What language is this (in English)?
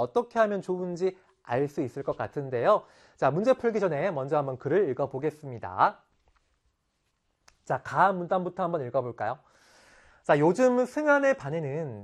Korean